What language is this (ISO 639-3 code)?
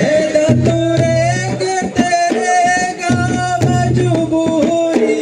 div